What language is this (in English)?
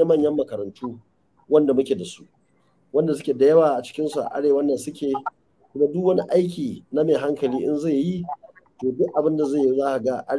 Hausa